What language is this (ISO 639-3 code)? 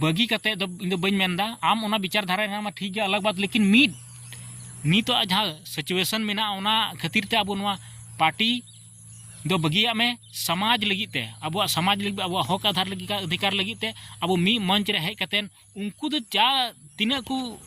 sat